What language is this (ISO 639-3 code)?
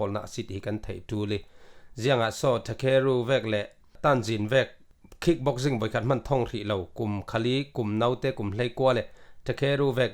cfm